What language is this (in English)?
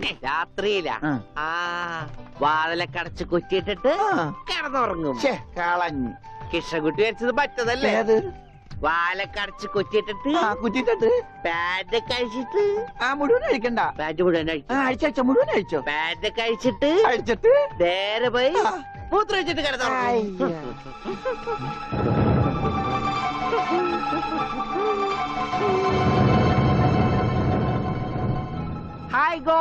Malayalam